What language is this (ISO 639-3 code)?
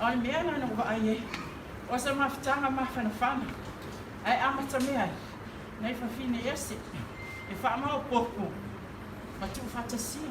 smo